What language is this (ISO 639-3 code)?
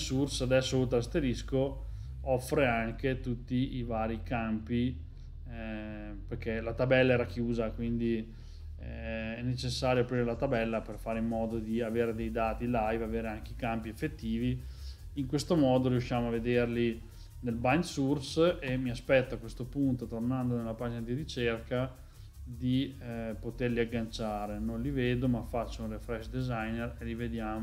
ita